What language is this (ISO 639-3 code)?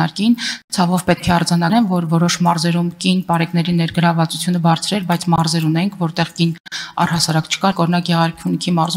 hye